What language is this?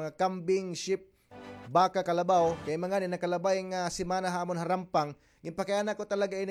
Waray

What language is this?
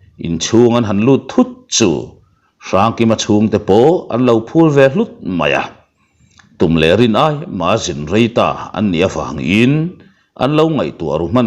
Mizo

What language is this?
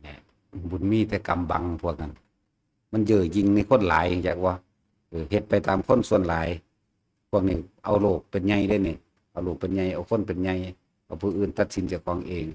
Northeastern Thai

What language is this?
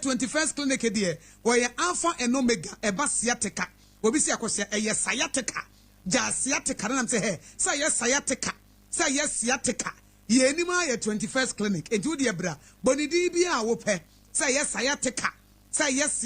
Akan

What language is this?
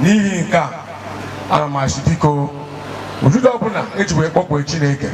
Igbo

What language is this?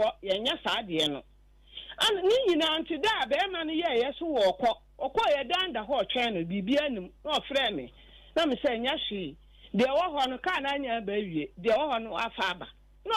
Akan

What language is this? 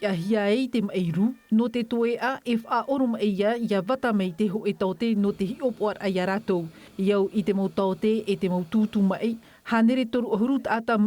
Tahitian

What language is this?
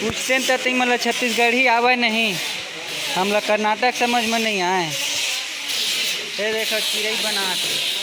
Chhattisgarhi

